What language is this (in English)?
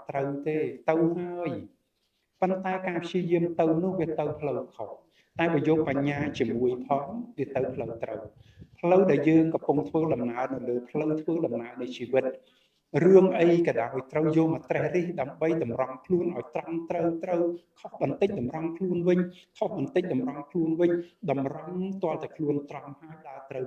Khmer